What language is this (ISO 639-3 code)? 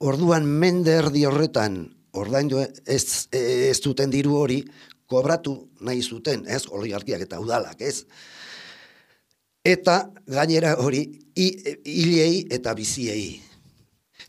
eus